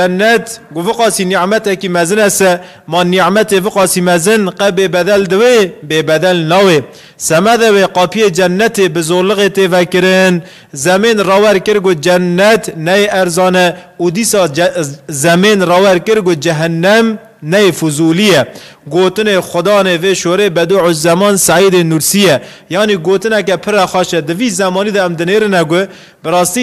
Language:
Kurdish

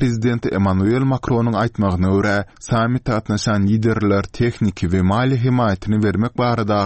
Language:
Turkmen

